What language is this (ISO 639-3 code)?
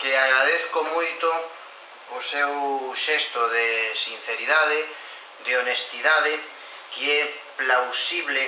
glg